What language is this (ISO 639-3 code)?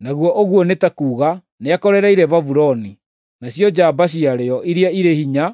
kik